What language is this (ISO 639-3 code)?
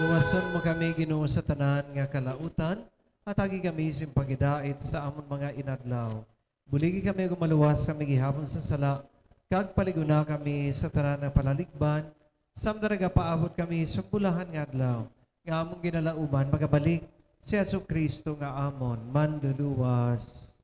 hil